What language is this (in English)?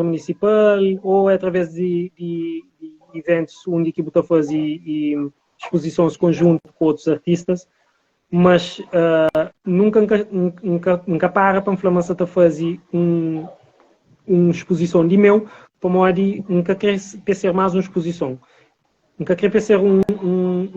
Kabuverdianu